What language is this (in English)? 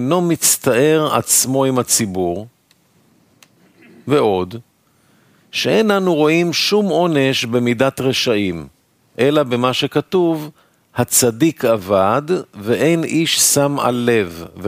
Hebrew